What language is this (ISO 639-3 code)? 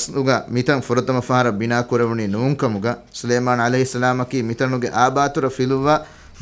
div